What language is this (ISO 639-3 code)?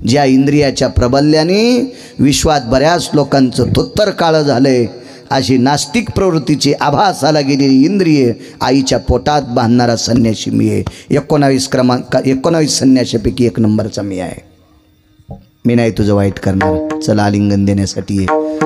mar